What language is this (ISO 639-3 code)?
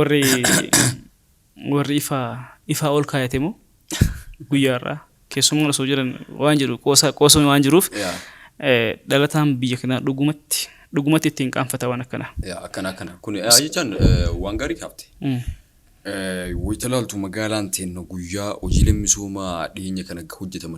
orm